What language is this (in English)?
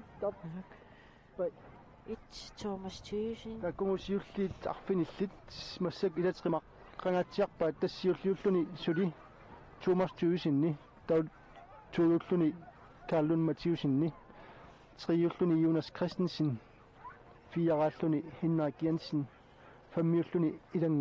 Kalaallisut